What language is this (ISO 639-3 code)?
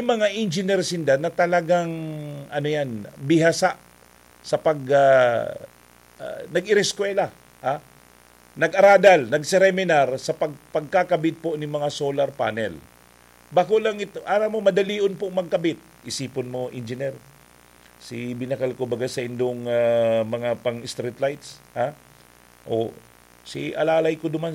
bik